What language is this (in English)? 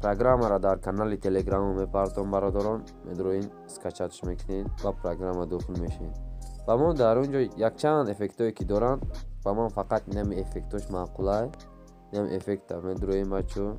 Tajik